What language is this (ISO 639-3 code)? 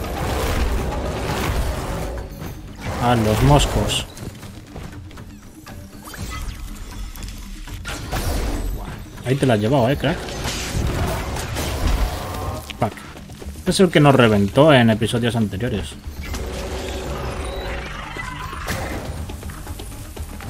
spa